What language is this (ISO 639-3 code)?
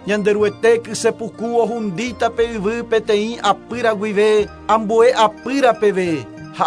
grn